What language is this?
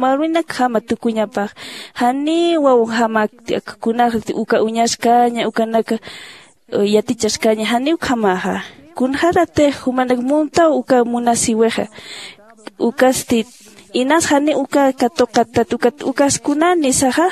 Aymara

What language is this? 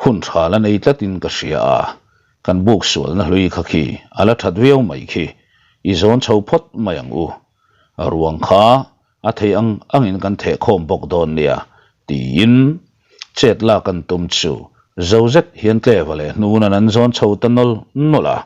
Mizo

